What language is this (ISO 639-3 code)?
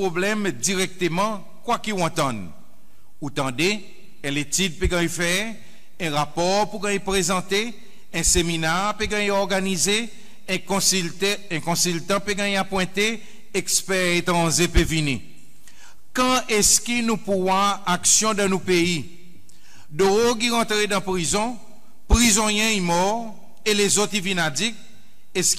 crs